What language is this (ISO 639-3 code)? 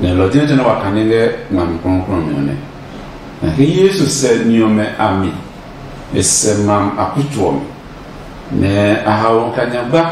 ada